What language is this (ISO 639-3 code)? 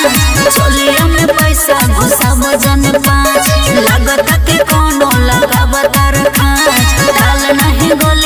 bho